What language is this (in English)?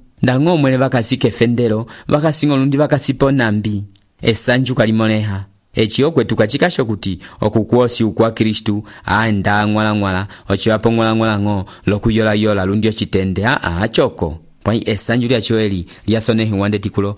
Umbundu